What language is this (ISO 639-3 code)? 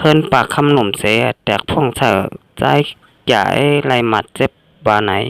shn